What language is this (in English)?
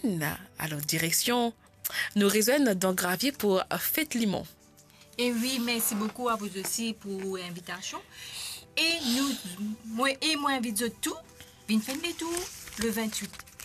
Morisyen